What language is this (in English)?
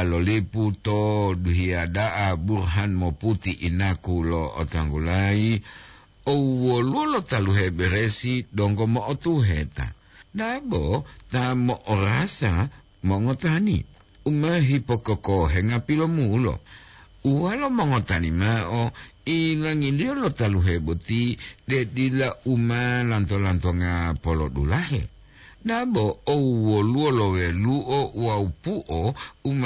Gorontalo